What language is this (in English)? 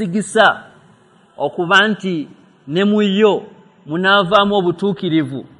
Ganda